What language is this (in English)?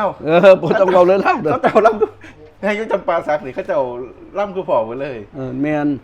Northeastern Thai